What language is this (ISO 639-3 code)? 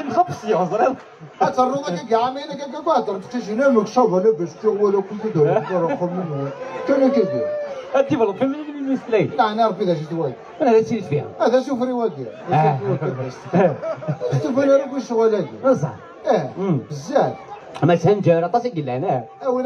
arq